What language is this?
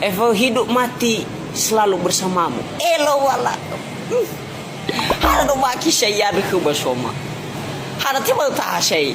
Nias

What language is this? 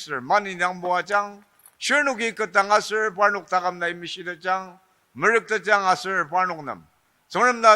Ao Naga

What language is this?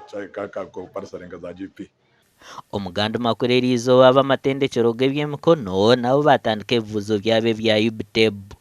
Nyankole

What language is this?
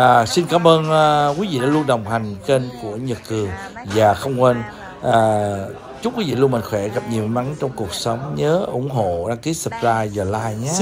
Vietnamese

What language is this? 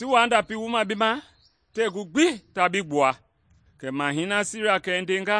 Mende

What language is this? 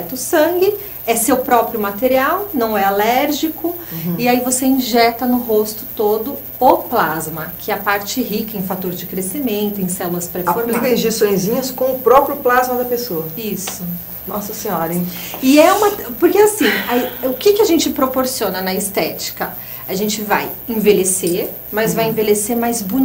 Portuguese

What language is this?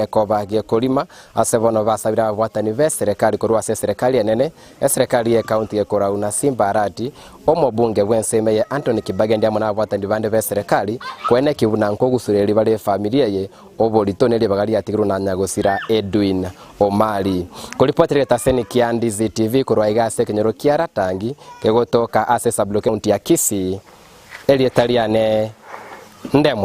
Gusii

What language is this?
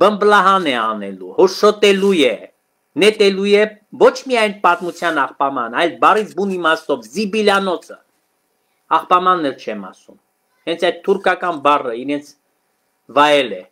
Armenian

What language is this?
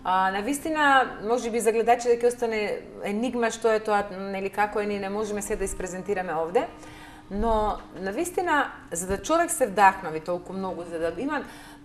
Macedonian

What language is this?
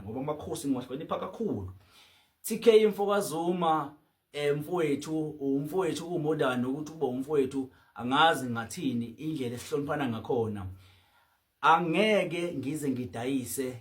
Zulu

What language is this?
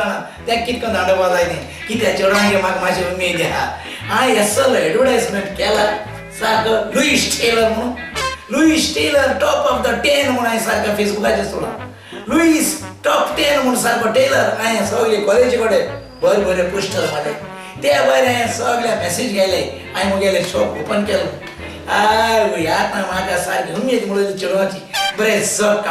Konkani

